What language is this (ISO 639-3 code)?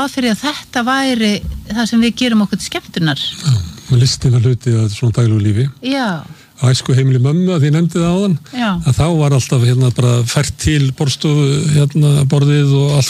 isl